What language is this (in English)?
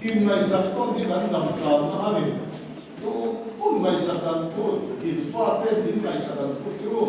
Mizo